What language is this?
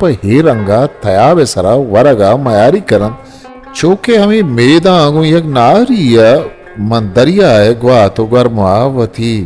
Eastern Balochi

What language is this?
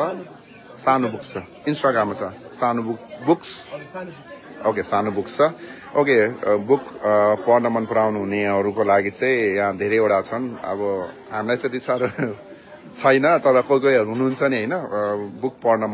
Nepali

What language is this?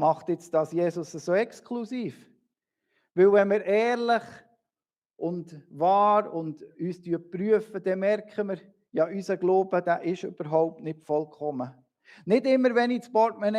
Swiss German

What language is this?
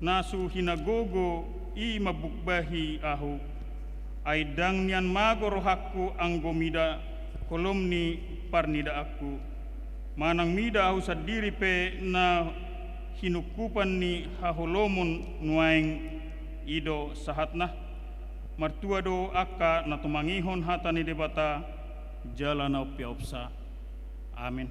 Batak Toba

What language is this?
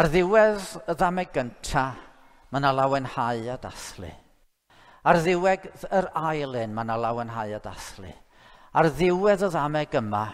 Welsh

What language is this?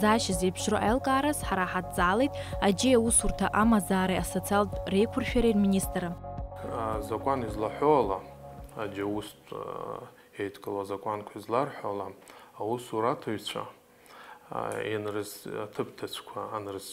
Abkhazian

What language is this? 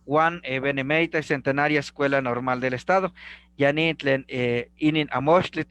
Eastern Huasteca Nahuatl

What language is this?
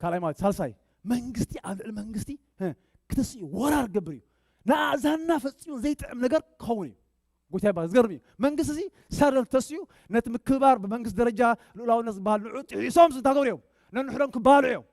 Tigrinya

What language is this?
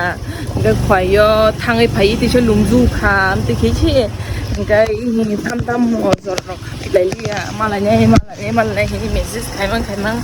Kok Borok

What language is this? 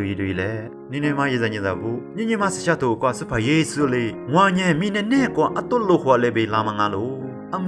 Lisu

